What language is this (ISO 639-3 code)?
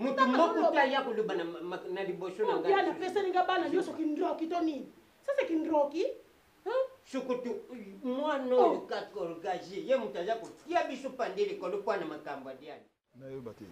lin